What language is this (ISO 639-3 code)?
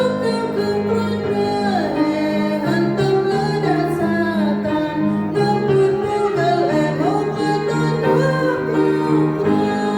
cmo